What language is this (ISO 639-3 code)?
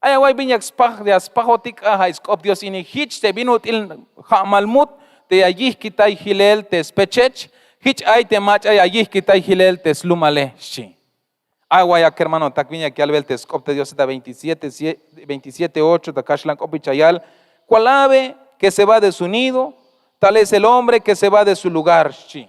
tzh